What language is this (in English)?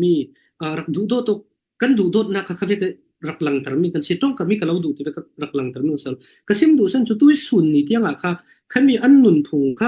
Falam Chin